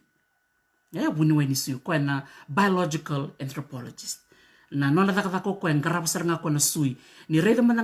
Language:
Fijian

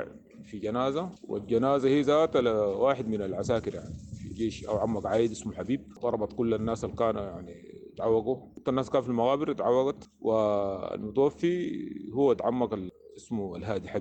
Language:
Sudanese Arabic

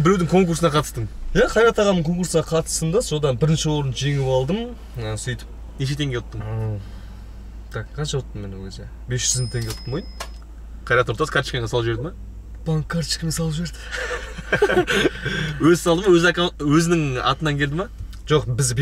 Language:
Kazakh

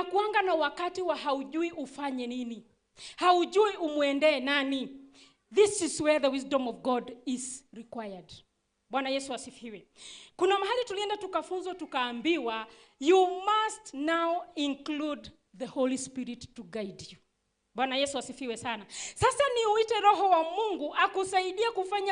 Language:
Swahili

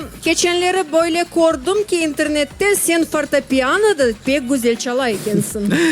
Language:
Crimean Tatar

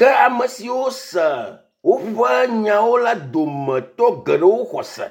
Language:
Ewe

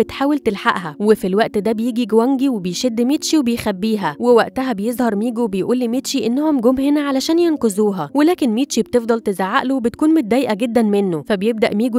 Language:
Egyptian Arabic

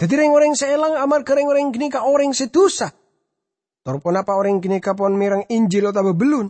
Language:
Madurese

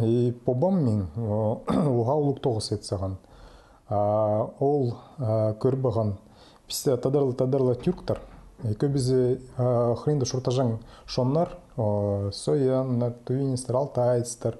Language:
Khakas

